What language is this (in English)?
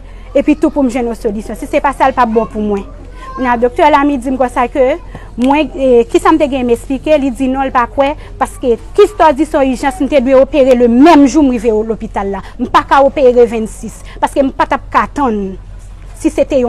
Haitian Creole